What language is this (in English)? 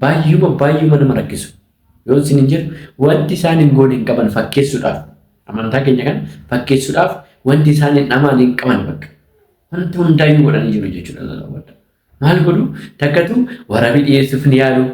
Oromo